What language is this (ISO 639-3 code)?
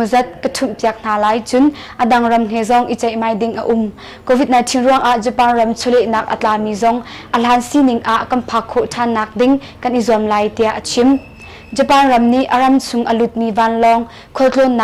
cnh